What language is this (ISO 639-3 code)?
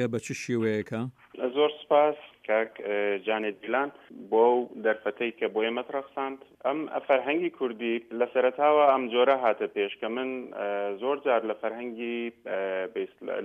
ckb